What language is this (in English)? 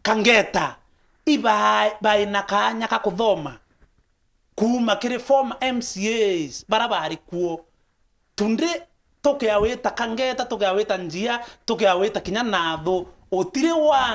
Meru